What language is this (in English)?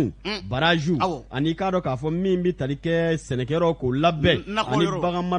Bambara